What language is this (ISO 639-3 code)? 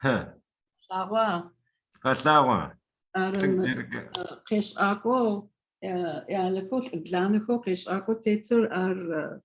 ady